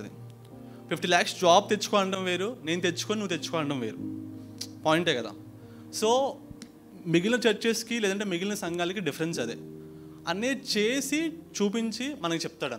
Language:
Telugu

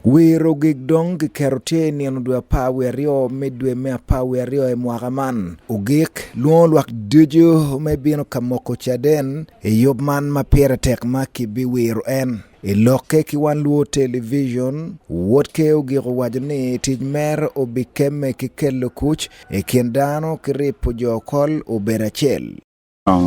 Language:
Acoli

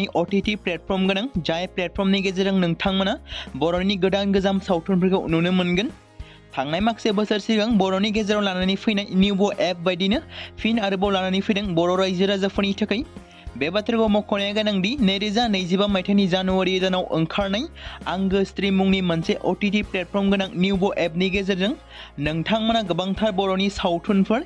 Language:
Bodo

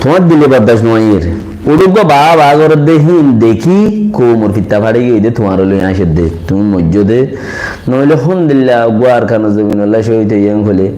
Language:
Rohingya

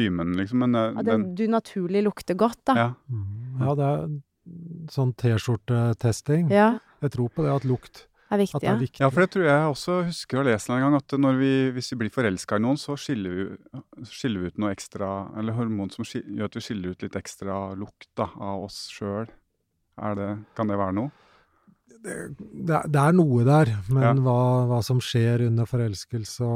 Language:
Norwegian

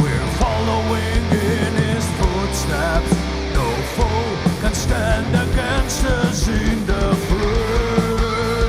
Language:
Swiss German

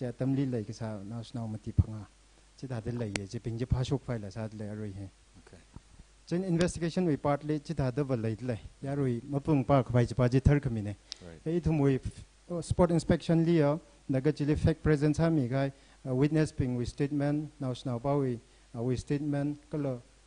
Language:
Tangkhul Naga (India)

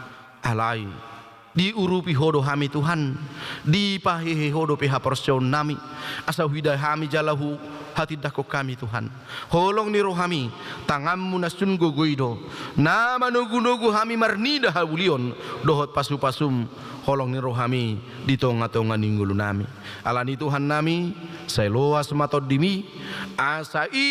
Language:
Batak Toba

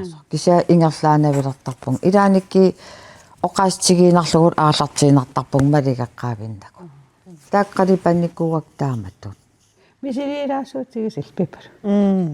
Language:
Kalaallisut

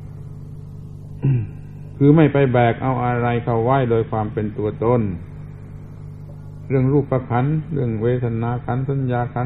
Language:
Thai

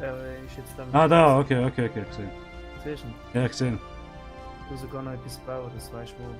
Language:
Swiss German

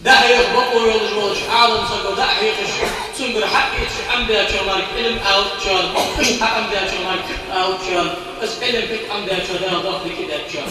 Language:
Ingush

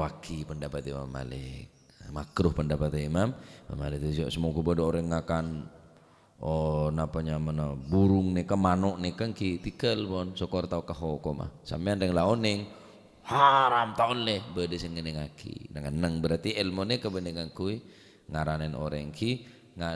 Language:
Madurese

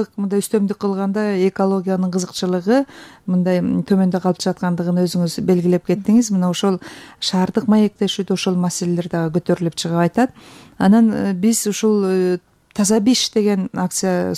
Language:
Kyrgyz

